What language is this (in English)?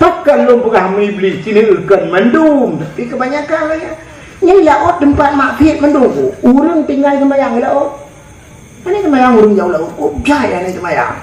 Achinese